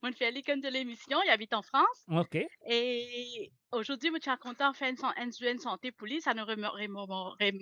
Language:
Morisyen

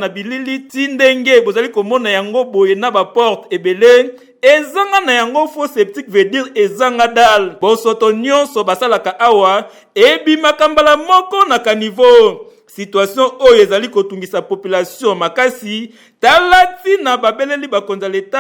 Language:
Lingala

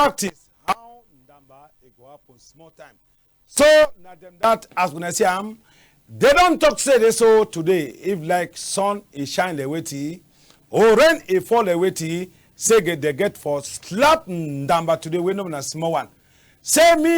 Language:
Cameroon Pidgin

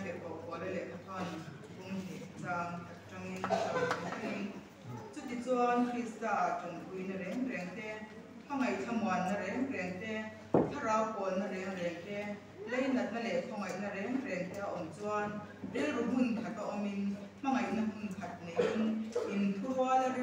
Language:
Mizo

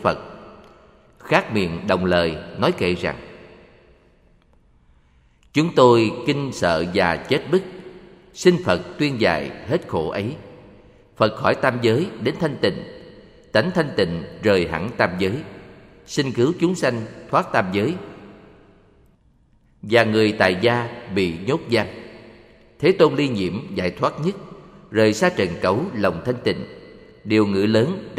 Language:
Vietnamese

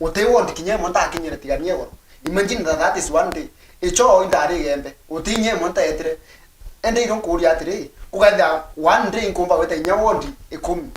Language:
Meru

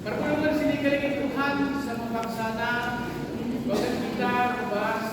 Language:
Batak Karo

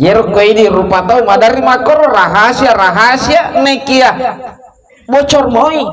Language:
Buginese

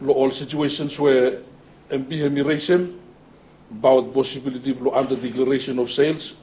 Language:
Bislama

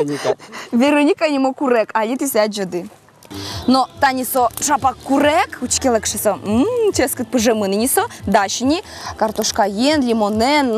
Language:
Udmurt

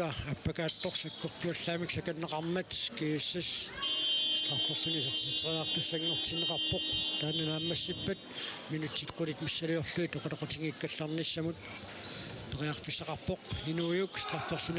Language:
Kalaallisut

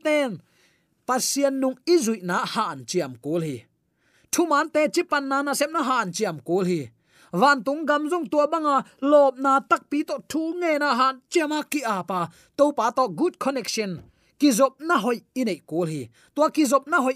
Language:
Tedim Chin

